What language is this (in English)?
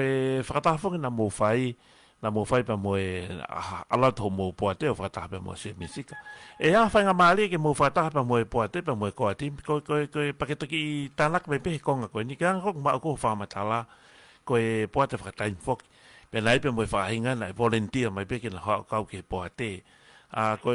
Tongan